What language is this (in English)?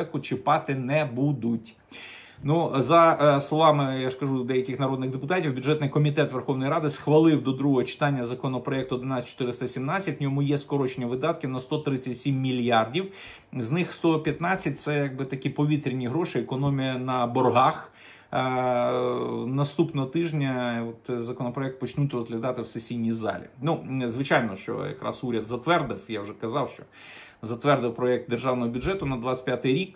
Ukrainian